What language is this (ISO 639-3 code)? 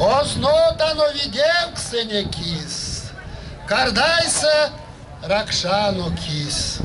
myv